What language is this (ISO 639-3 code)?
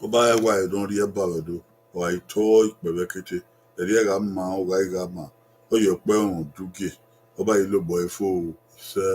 bin